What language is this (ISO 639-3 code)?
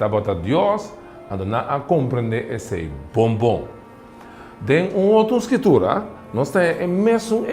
pap